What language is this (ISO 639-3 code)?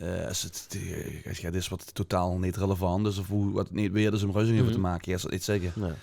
lim